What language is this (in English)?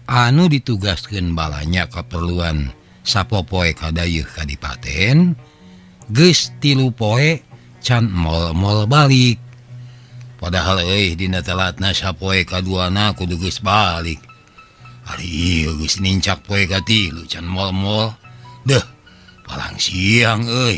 Sundanese